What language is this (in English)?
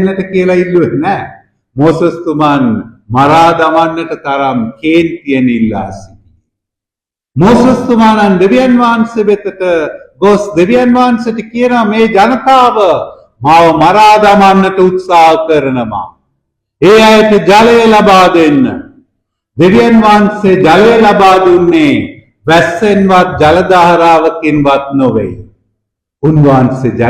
Sinhala